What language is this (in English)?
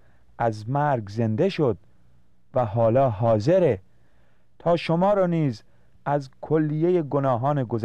Persian